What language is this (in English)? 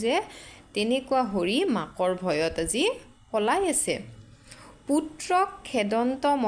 Assamese